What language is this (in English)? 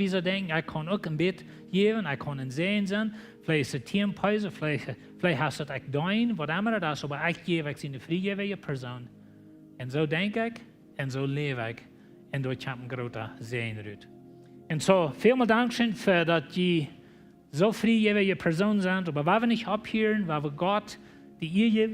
Plautdietsch